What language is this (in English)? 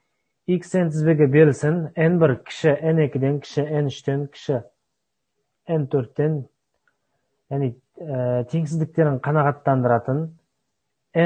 Kazakh